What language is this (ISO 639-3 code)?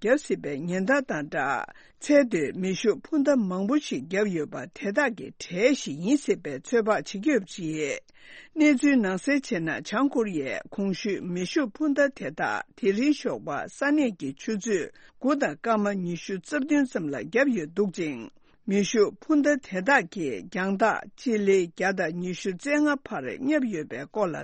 bod